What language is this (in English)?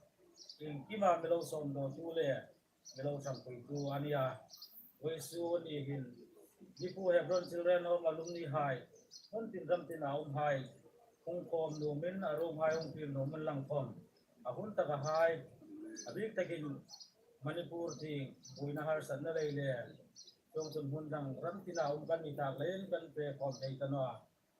Hmar